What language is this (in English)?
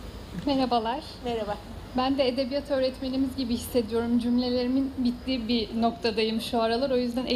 Turkish